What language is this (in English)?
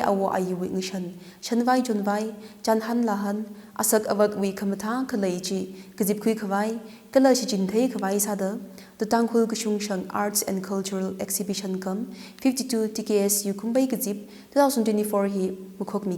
Tangkhul Naga (India)